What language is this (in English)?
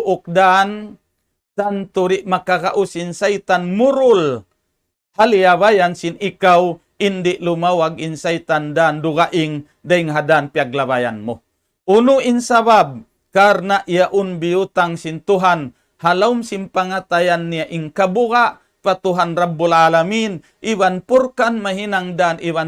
Tausug